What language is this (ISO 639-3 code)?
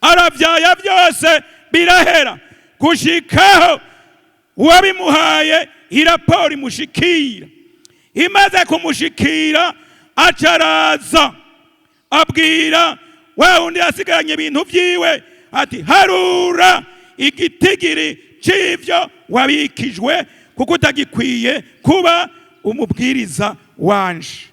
run